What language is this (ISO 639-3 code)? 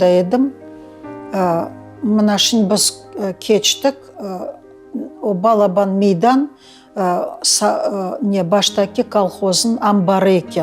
crh